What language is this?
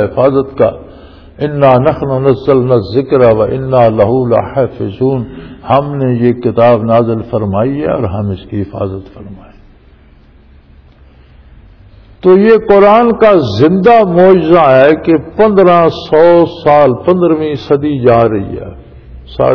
Urdu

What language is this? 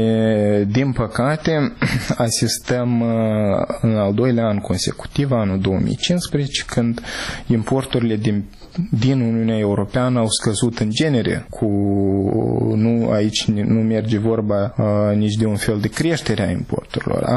Romanian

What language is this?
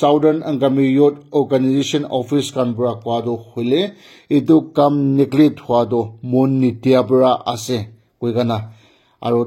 Naga Pidgin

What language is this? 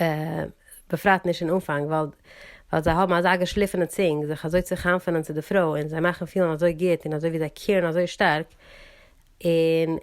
Yiddish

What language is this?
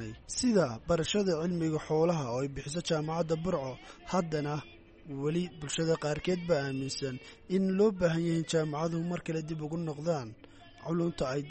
Somali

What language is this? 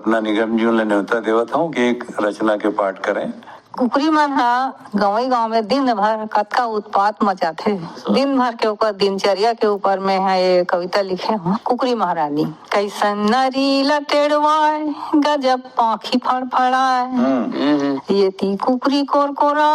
Chhattisgarhi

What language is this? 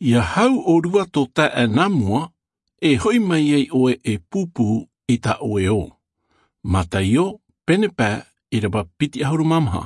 Tahitian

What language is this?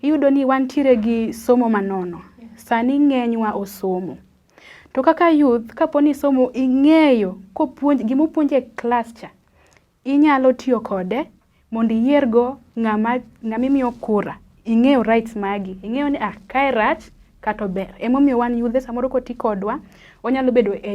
Luo (Kenya and Tanzania)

